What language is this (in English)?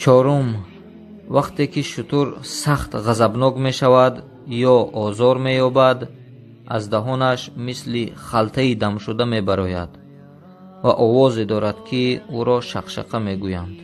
Tajik